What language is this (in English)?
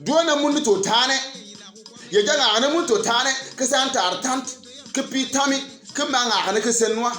Bimoba